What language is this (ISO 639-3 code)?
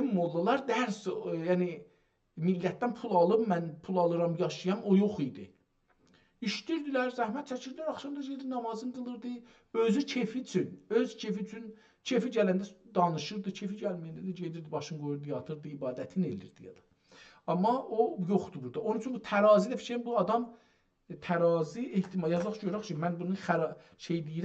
azb